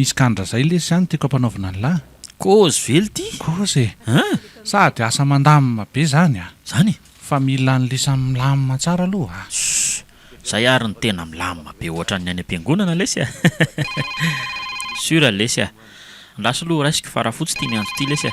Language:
Malagasy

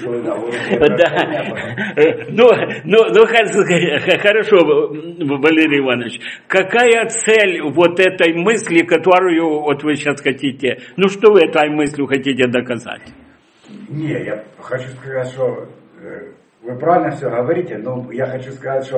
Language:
Russian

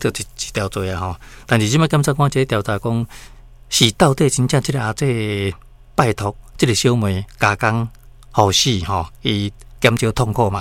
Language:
Min Nan Chinese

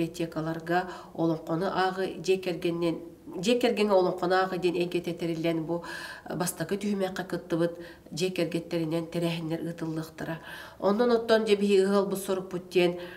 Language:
Yakut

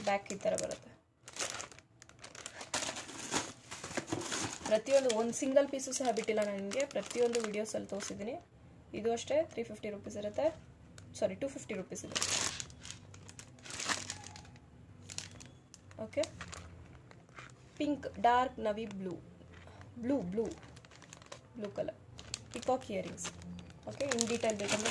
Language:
Kannada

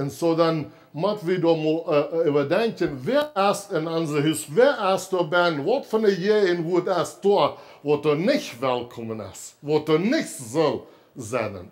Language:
Plautdietsch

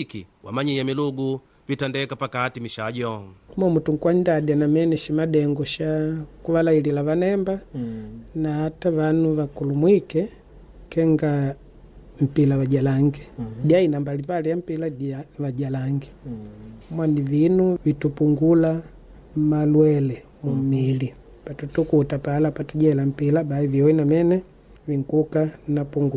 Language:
Makonde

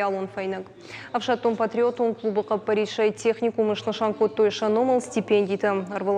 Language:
Ossetic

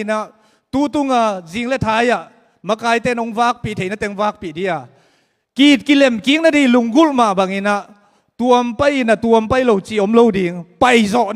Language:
Tedim Chin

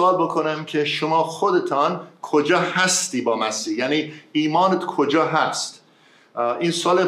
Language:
Persian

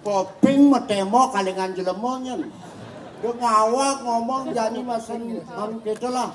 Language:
Balinese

